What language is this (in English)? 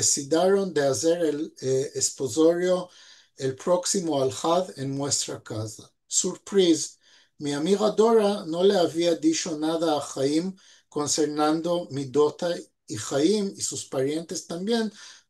Ladino